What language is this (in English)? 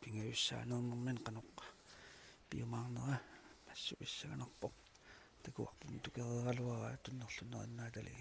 Kalaallisut